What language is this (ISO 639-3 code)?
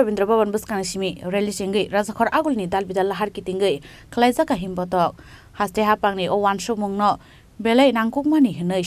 trp